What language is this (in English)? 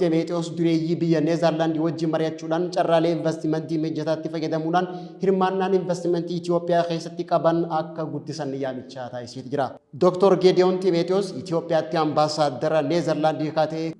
Oromo